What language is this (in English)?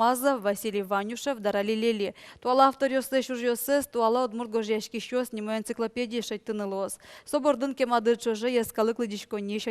Udmurt